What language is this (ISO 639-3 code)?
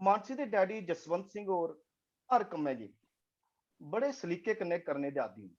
doi